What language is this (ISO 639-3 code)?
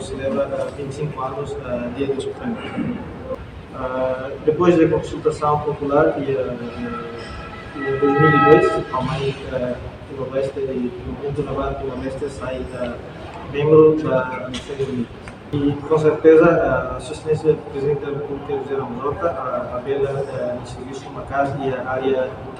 tet